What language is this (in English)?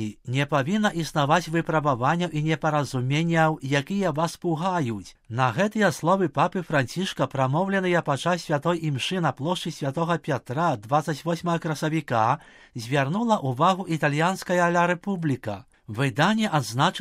Belarusian